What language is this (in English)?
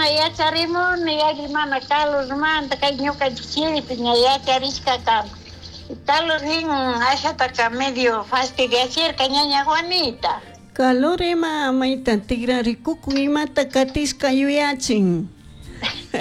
Chimborazo Highland Quichua